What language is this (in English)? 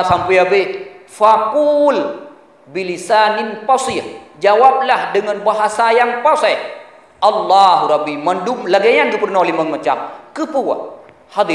Achinese